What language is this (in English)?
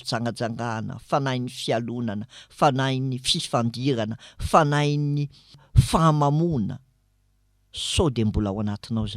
Malagasy